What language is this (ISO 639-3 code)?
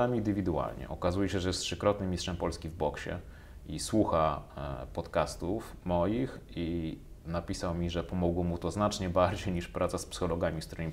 pol